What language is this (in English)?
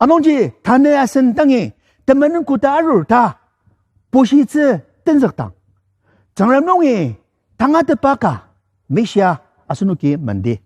Ao Naga